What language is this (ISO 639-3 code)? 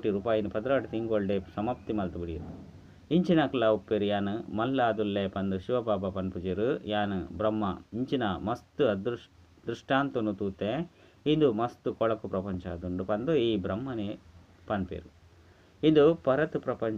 tcy